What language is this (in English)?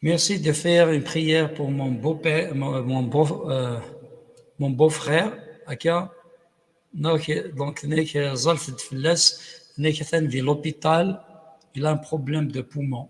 Kabyle